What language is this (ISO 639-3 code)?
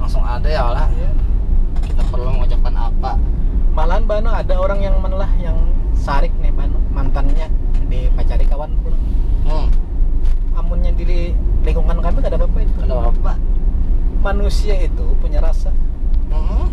bjn